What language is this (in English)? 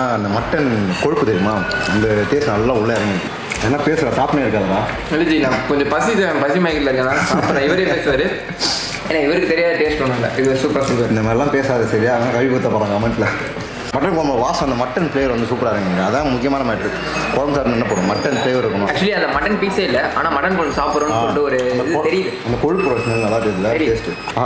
Tamil